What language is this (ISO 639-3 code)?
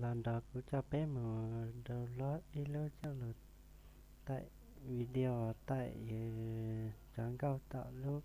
hmn